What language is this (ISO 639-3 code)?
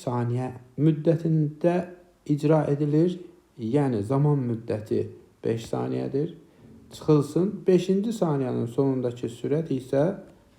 aze